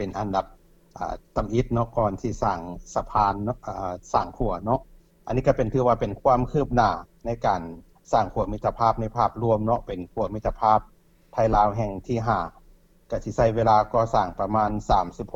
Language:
Lao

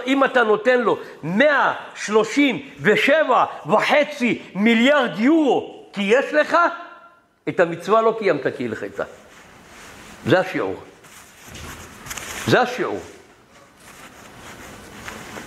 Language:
Hebrew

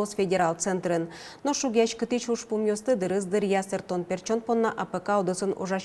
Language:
Udmurt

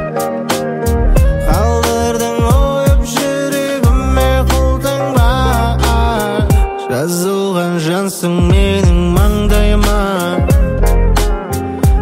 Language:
Kazakh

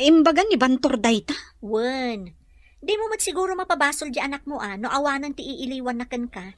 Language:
Iloko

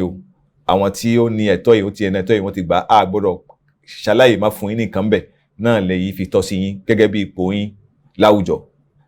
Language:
Yoruba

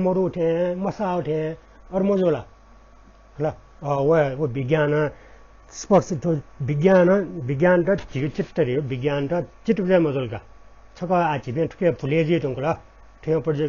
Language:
Newari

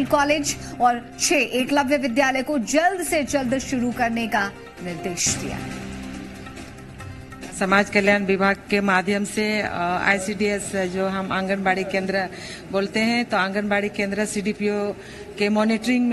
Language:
Hindi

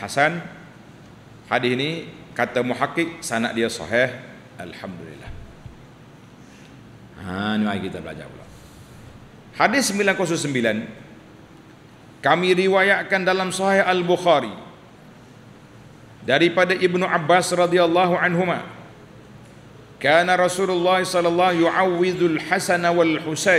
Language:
Malay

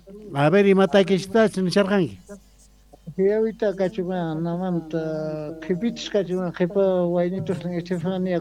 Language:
South Bolivian Quechua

